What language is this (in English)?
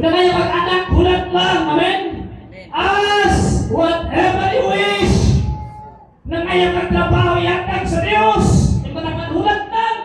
Cebuano